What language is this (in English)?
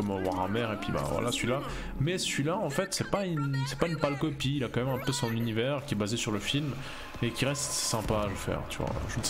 French